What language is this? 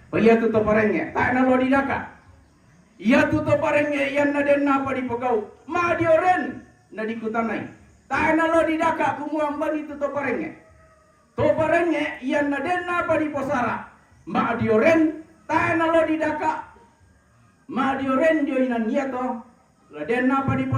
Toraja-Sa'dan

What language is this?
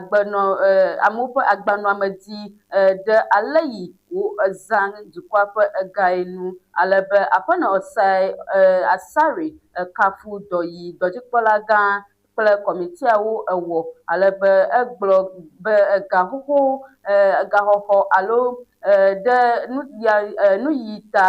Ewe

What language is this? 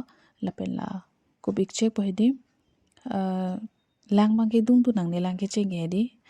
Karbi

